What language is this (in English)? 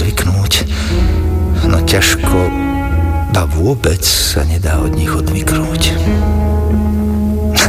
Slovak